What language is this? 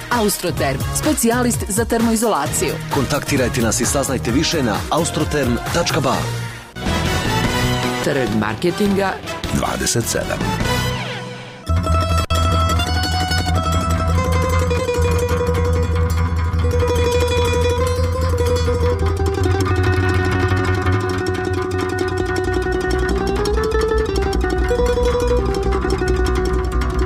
Bosnian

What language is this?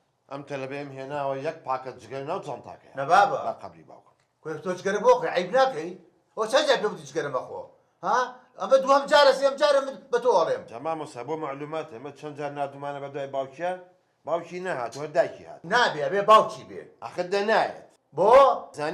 Central Kurdish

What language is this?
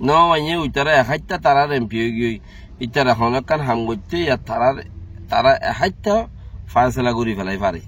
Rohingya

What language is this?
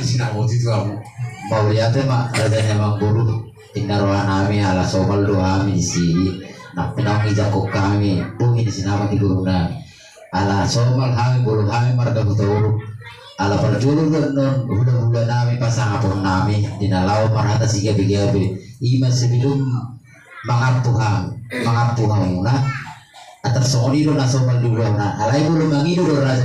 Batak Toba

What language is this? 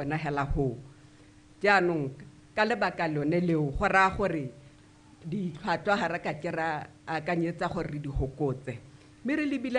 Tswana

